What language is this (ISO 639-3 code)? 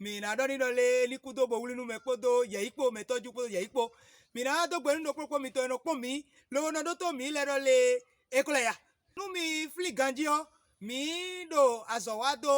fon